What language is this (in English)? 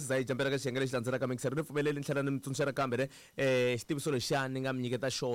Tsonga